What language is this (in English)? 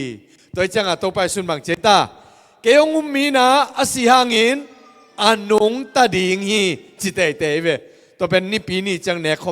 Tedim Chin